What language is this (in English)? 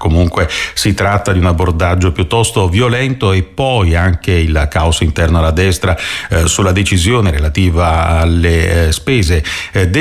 Italian